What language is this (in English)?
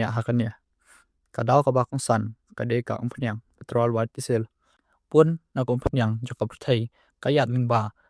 Khasi